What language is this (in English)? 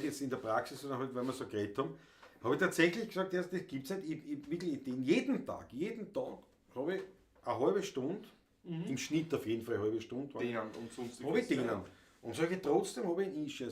Bavarian